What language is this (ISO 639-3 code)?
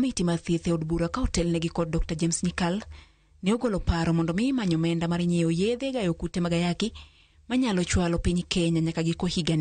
luo